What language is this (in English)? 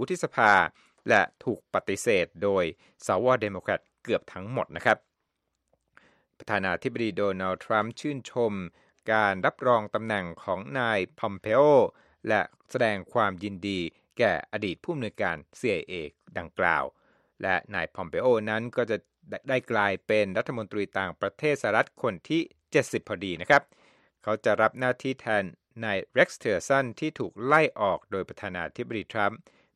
Thai